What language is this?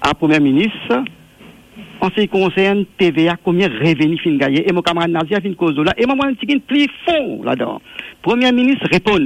Morisyen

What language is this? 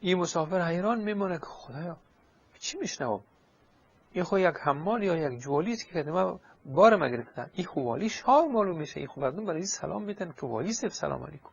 Persian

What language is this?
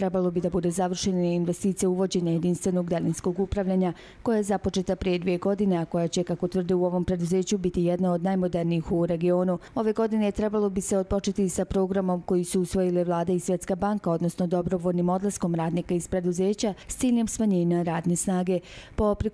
Bosnian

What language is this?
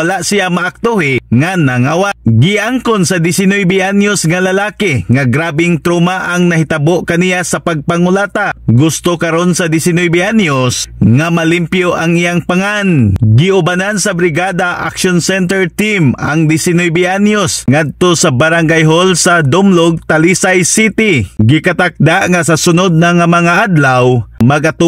Cebuano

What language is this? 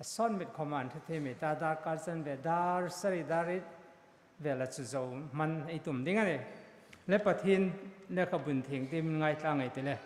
Hmar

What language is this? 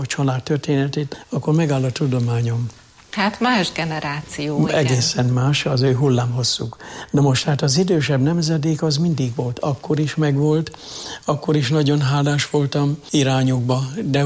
Hungarian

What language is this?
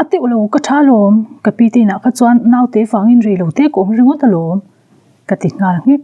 Mizo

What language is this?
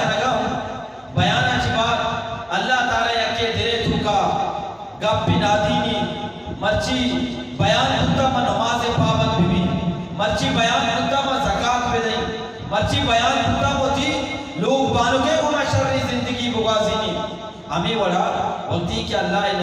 Eastern Balochi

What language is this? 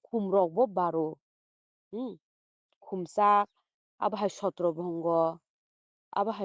Kok Borok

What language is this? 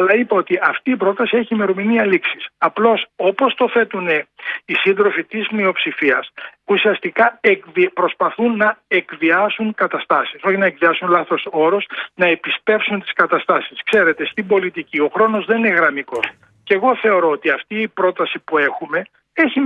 Greek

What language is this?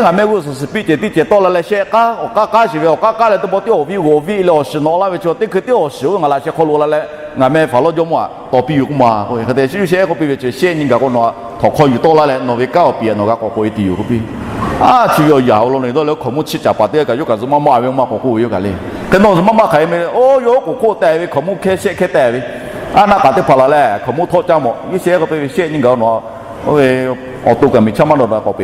Lahu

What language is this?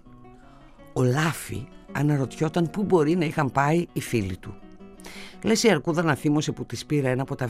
Greek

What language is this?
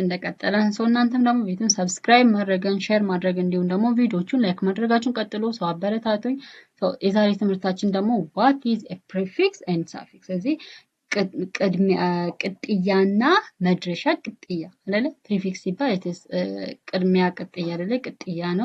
Amharic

